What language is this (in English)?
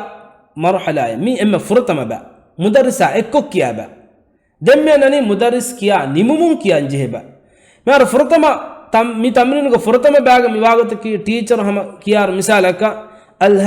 Divehi